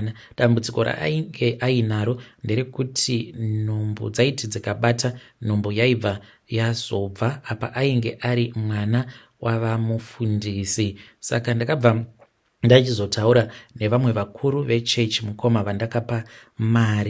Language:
Shona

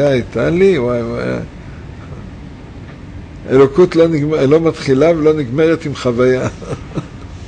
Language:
Hebrew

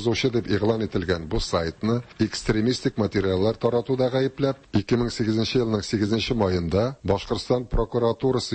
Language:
Tatar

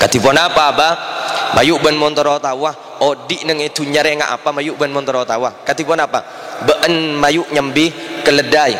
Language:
Madurese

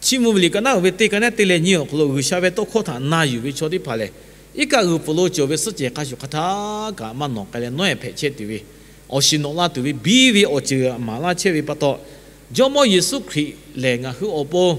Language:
Lahu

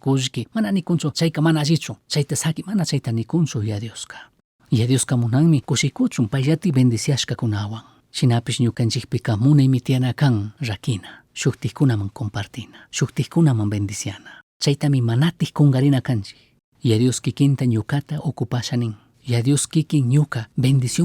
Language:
Chimborazo Highland Quichua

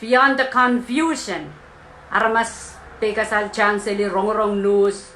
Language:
Pohnpeian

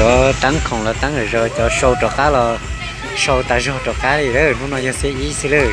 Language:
Hmong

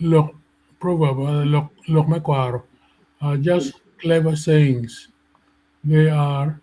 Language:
Acoli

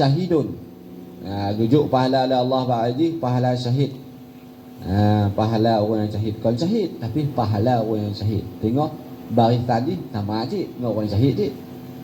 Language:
Achinese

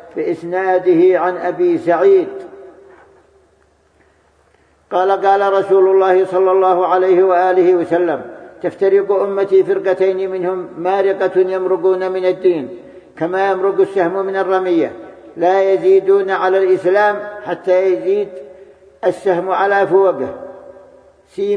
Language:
Arabic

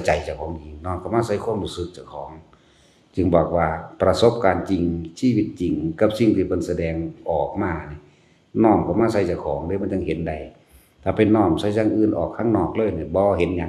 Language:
Northeastern Thai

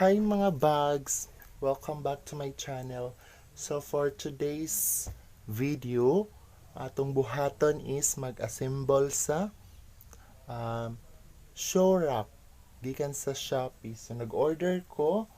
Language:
Cebuano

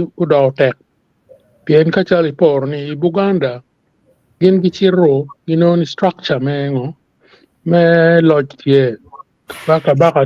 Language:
Acoli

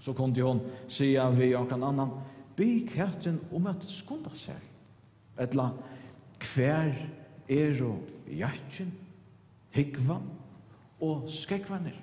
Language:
Faroese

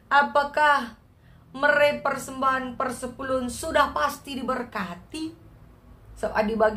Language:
Batak Karo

